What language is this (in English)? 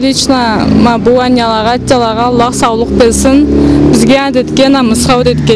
Karachay-Balkar